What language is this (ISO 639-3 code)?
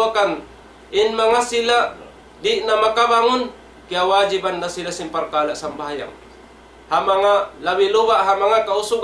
tsg